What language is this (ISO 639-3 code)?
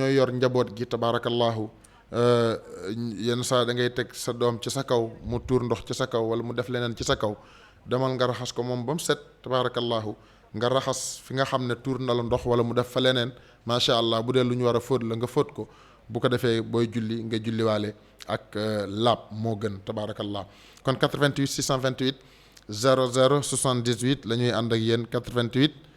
wol